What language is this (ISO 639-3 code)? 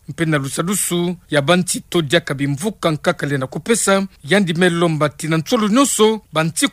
ktu